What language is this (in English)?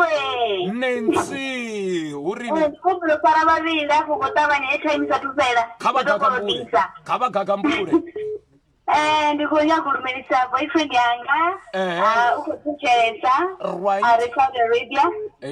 Venda